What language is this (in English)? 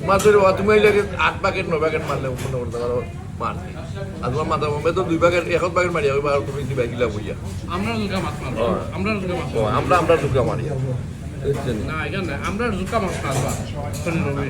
Sylheti